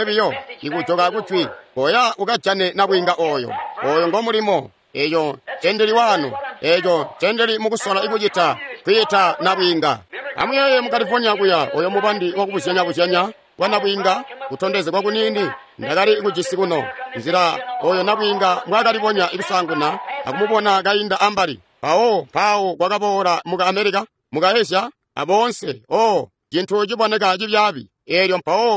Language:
Tonga (Zambia)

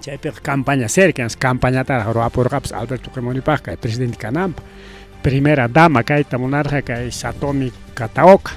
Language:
Ayacucho Quechua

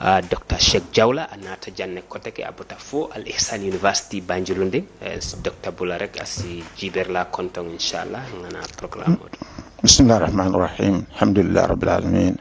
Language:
Mandingo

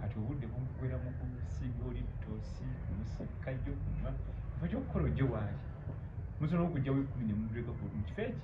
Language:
Ganda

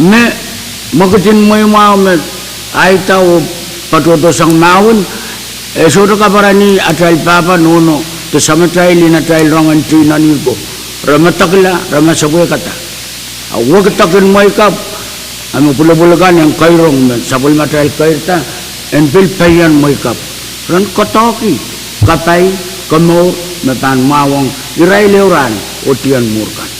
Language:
Pohnpeian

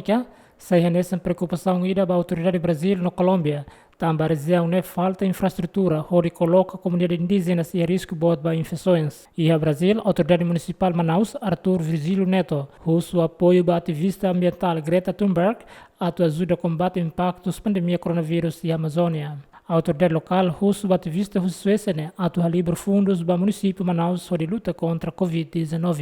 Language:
Tetum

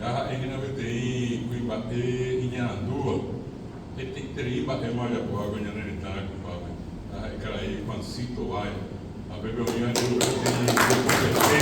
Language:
Guarani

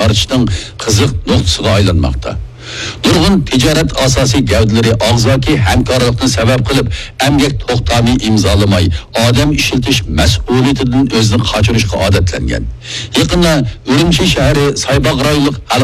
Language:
Uyghur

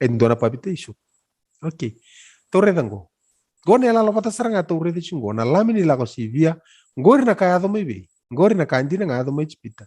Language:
Fijian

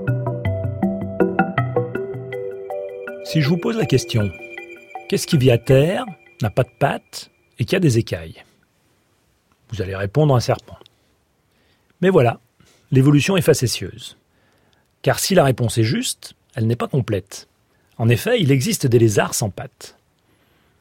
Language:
French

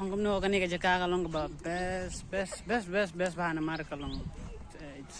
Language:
Khasi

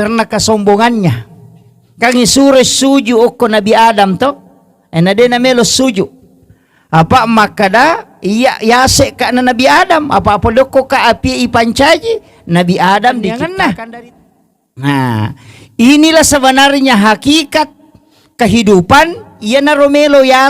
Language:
Buginese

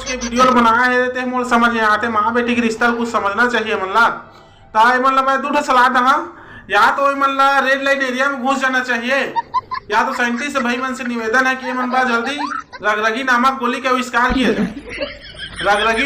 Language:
Chhattisgarhi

